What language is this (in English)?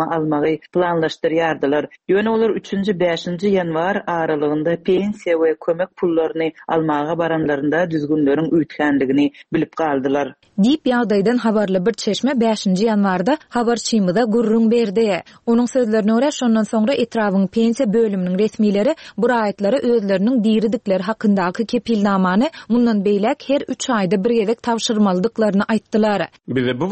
Turkmen